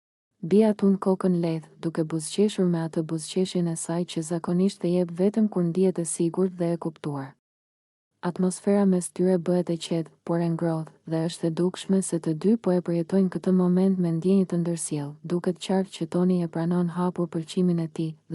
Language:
Albanian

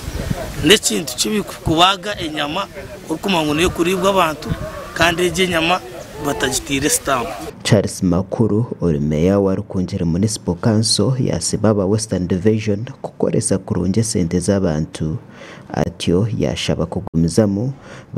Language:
Nyankole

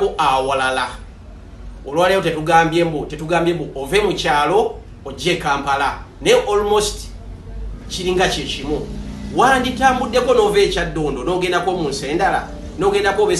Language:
Ganda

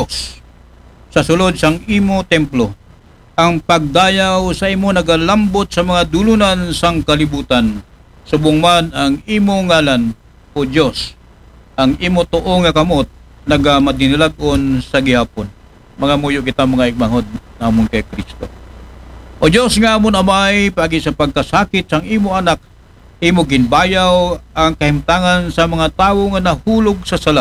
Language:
Aklanon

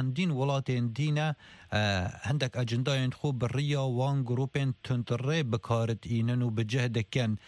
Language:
Kurdish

